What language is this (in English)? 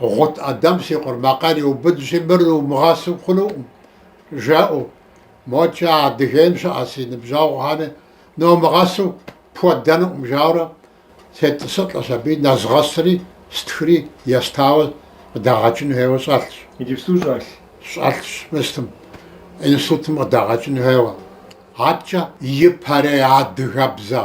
Kabardian